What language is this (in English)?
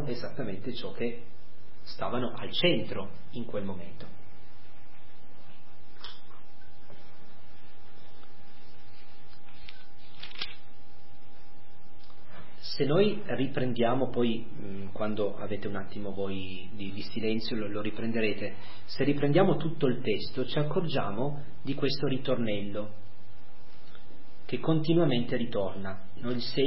Italian